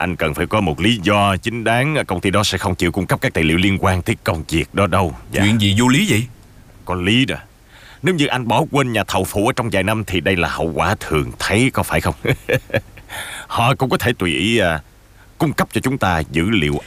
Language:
Vietnamese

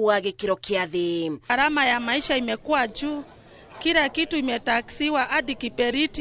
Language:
Kikuyu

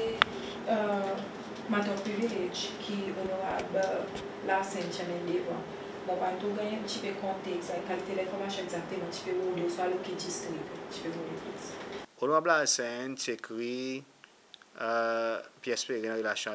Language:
Seselwa Creole French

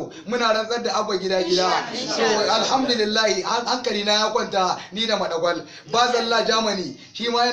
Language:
Hausa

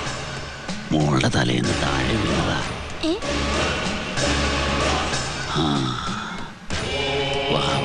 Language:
Malayalam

